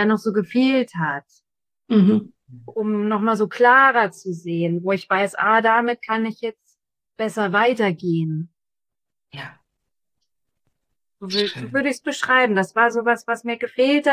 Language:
German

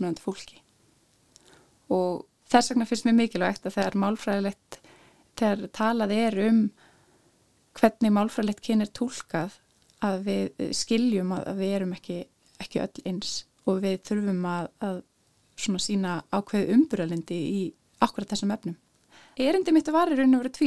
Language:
Icelandic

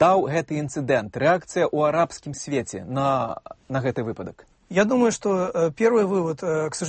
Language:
Belarusian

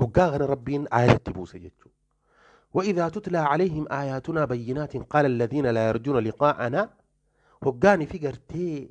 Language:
Oromo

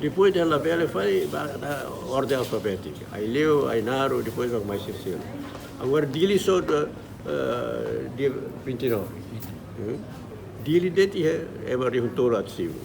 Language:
Tetum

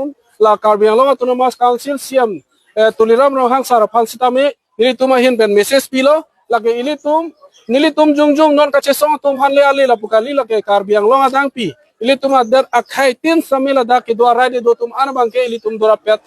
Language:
Karbi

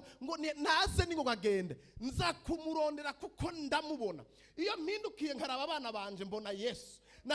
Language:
Rundi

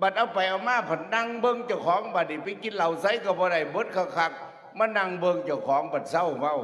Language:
Northeastern Thai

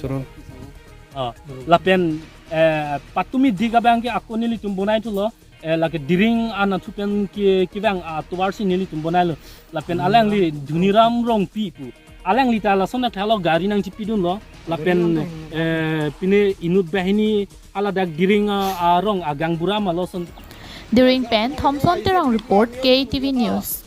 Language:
Karbi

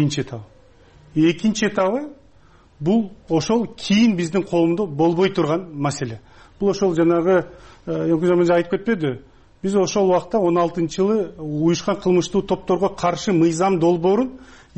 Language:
Kyrgyz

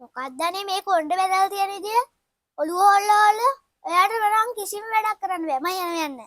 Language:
Sinhala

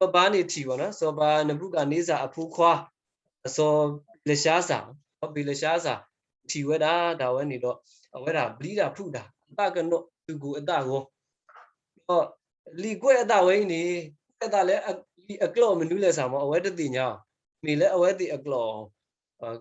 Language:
S'gaw Karen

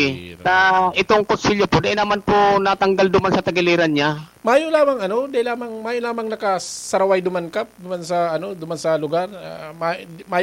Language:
Bikol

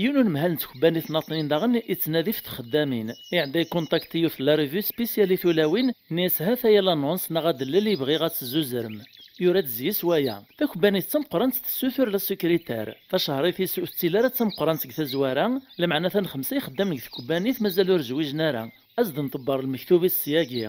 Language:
Kabyle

